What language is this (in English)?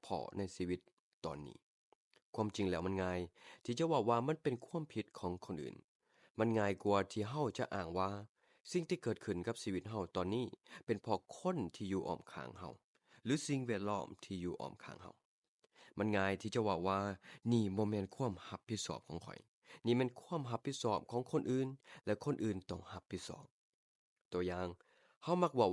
Lao